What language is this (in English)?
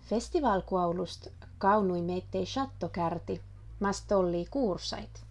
Inari Sami